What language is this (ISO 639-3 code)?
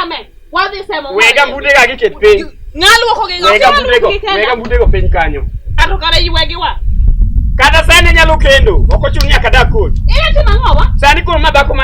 luo